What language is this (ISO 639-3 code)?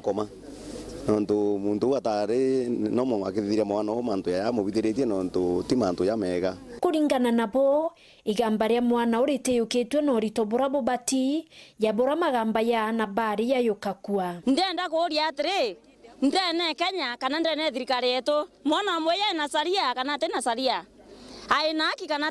mer